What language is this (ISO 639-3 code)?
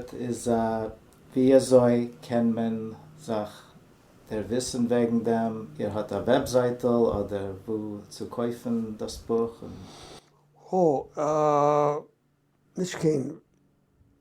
yid